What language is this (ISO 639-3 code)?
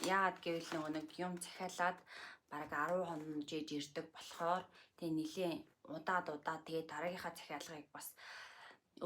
mon